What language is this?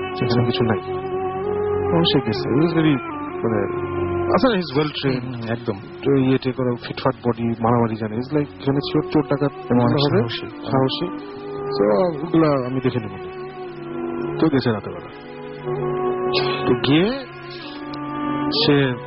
Bangla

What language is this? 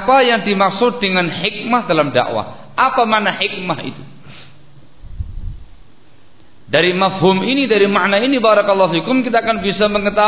Indonesian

